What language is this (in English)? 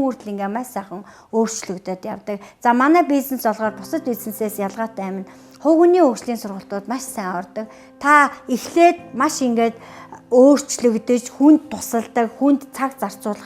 Mongolian